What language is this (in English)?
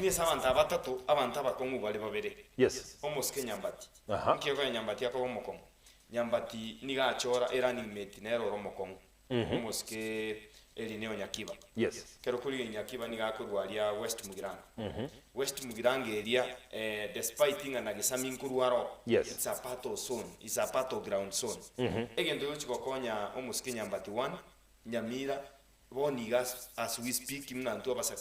Gusii